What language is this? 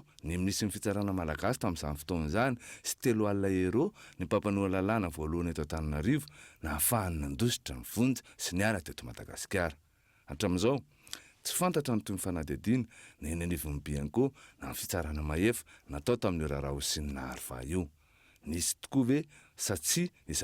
Malagasy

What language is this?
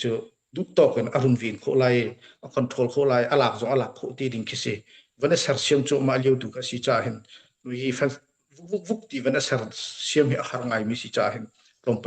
Hakha Chin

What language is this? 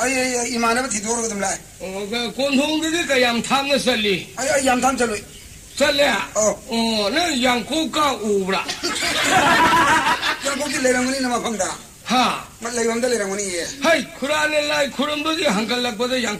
Manipuri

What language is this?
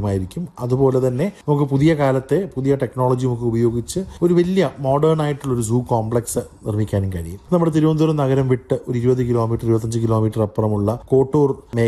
Malayalam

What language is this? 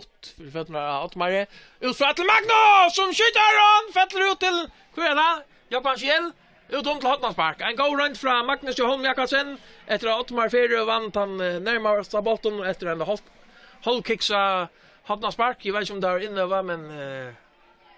Faroese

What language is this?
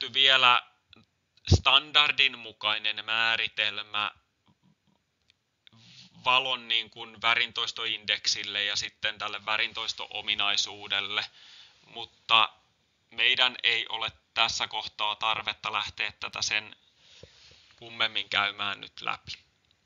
Finnish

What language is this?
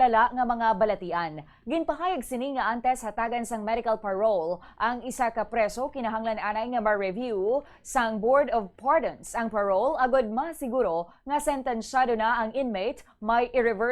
Hiligaynon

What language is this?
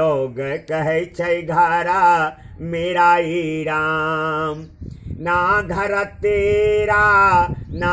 Maithili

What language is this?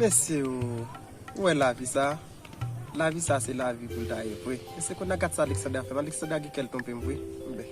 Haitian Creole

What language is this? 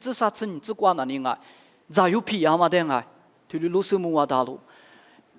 Lisu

